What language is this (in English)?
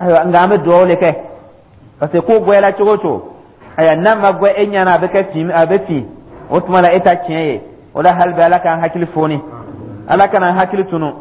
Dyula